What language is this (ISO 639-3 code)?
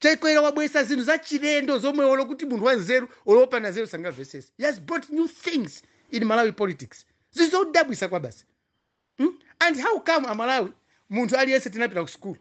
nya